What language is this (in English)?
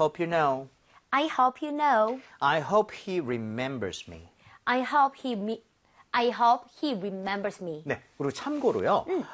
Korean